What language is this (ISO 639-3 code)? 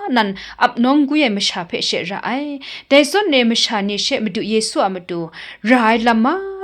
kac